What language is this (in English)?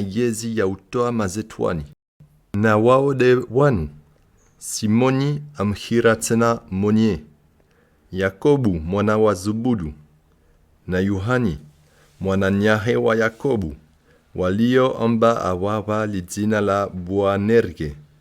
Comorian